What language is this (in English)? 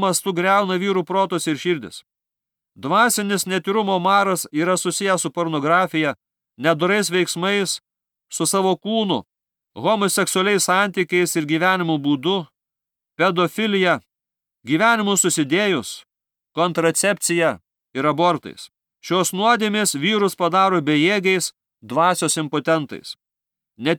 Lithuanian